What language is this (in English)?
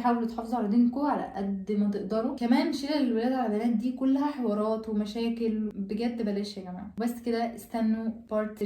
Egyptian Arabic